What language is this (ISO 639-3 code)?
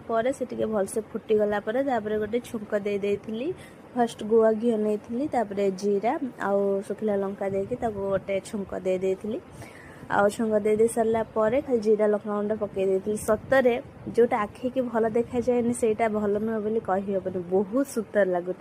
ori